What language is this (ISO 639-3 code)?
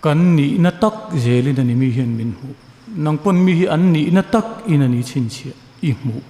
lus